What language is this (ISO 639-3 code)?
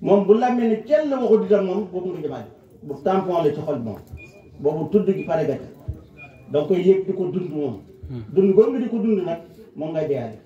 wol